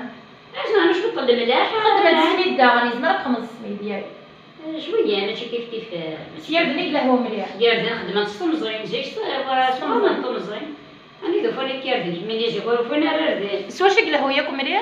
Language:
Kabyle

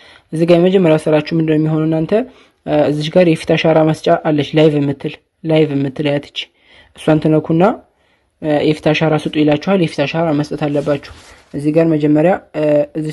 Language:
Amharic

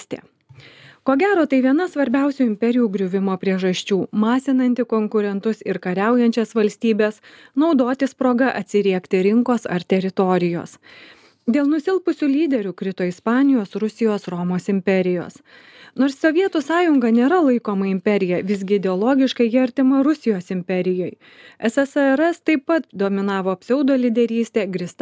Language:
Lithuanian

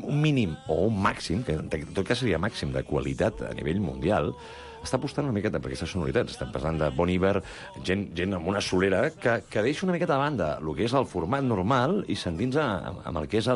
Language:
Catalan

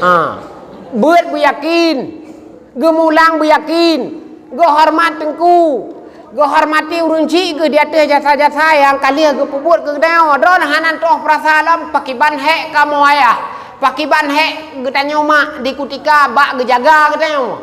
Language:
Achinese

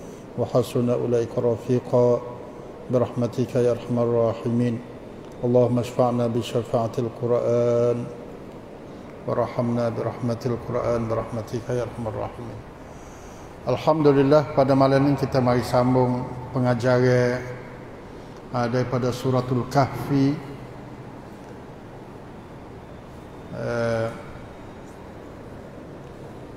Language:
Pattani Malay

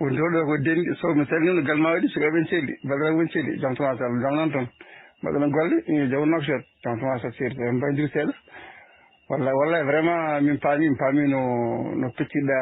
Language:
Fula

